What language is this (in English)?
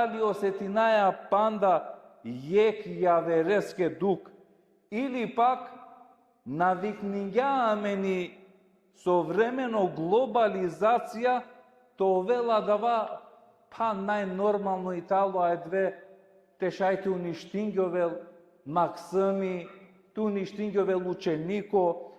Balkan Romani